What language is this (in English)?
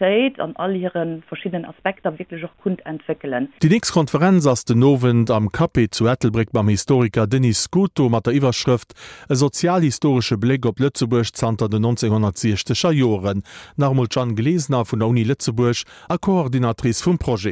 Luxembourgish